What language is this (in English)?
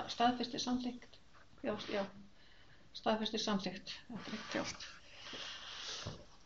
Icelandic